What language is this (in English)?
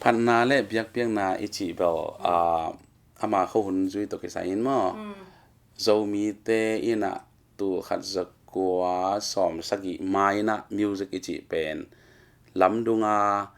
Tedim Chin